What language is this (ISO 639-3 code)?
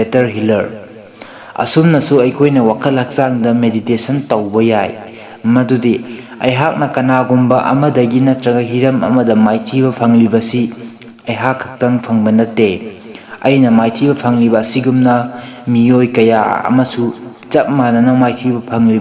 mni